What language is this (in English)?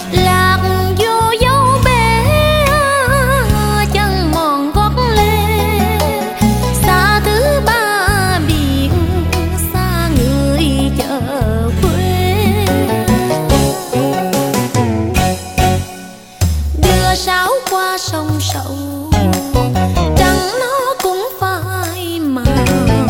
Vietnamese